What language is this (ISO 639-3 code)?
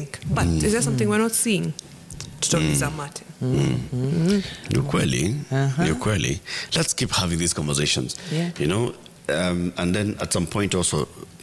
swa